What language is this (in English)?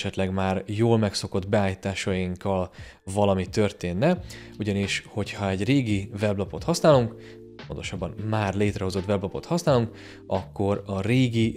Hungarian